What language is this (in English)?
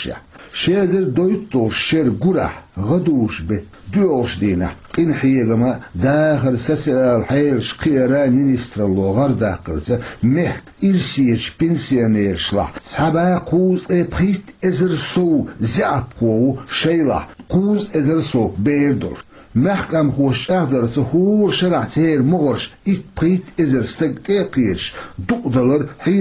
Chechen